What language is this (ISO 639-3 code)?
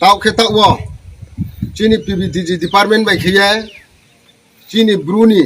ria